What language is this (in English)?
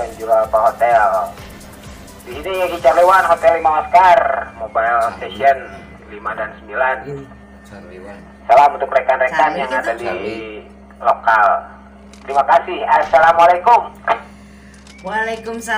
Indonesian